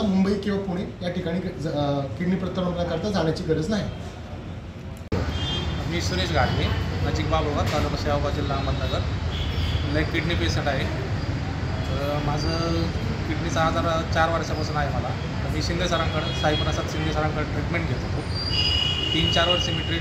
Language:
Marathi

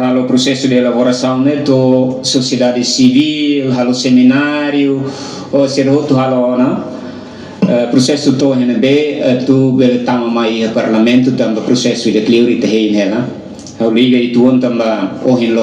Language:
Tetum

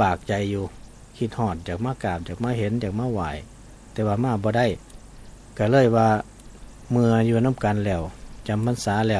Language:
Northeastern Thai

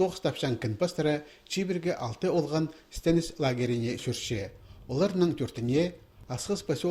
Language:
Khakas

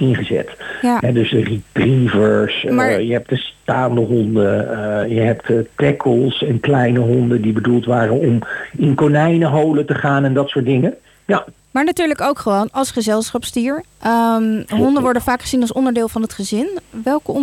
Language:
Dutch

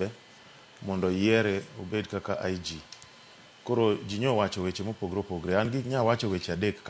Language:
Luo (Kenya and Tanzania)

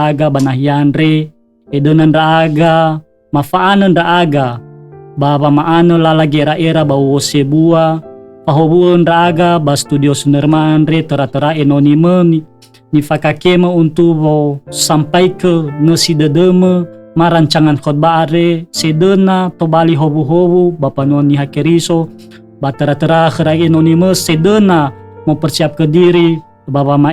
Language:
Nias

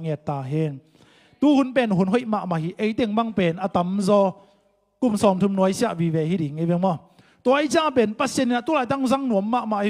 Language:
Tedim Chin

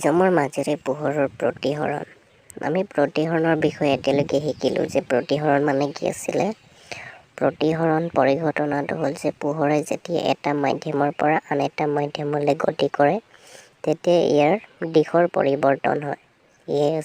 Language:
Assamese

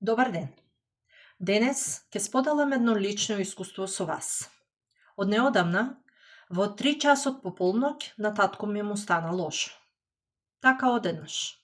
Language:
Macedonian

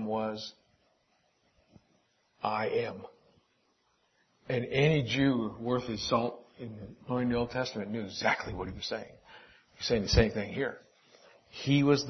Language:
English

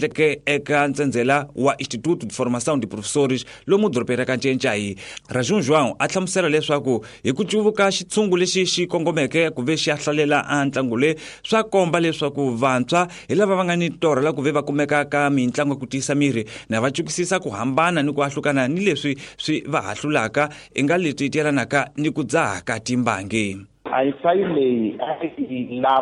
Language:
Tsonga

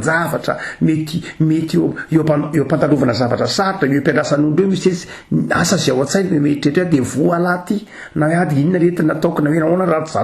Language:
Malagasy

